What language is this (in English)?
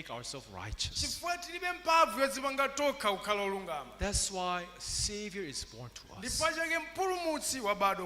Nyanja